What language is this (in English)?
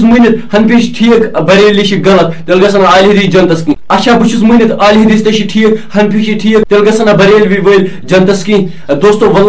Kashmiri